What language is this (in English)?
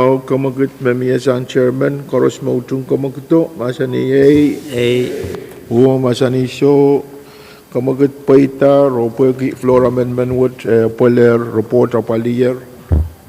Pohnpeian